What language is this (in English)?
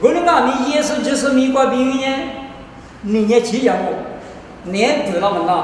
Lisu